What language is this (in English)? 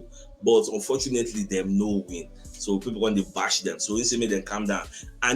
Nigerian Pidgin